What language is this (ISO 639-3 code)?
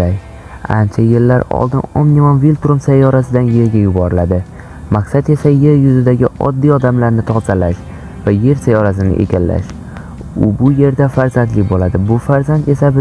uzb